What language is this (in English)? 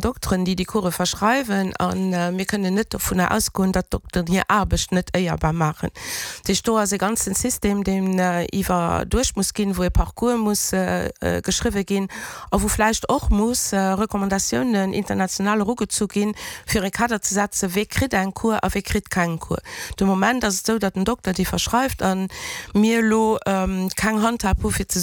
Luxembourgish